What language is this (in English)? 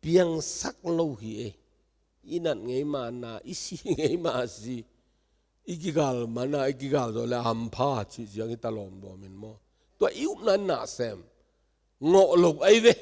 Tedim Chin